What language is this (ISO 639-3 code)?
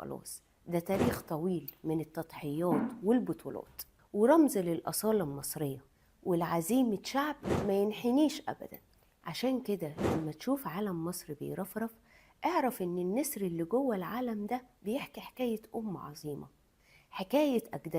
arz